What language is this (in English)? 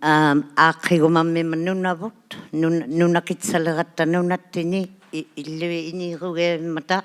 Inuktitut